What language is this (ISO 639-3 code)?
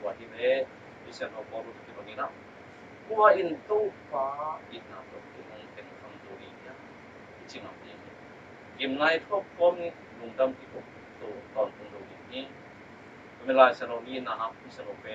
ctd